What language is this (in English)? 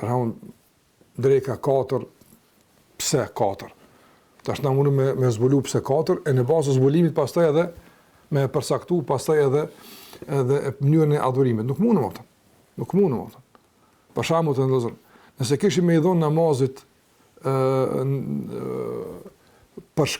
Albanian